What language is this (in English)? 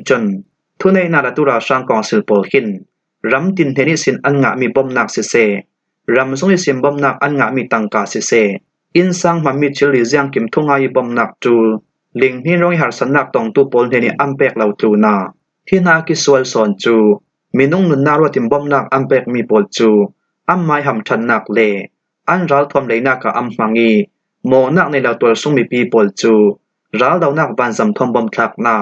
Falam Chin